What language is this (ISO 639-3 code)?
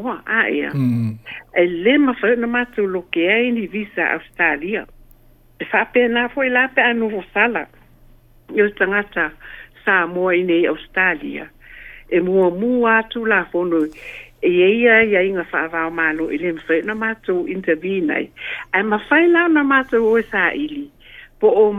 smo